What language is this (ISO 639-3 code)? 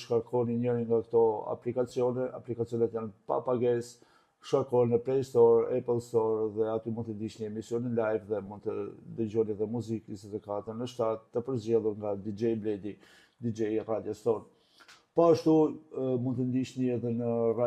sqi